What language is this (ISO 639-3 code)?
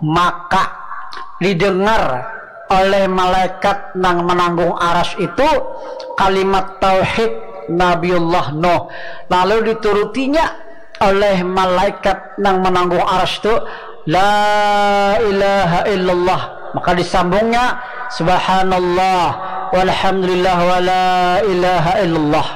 bjn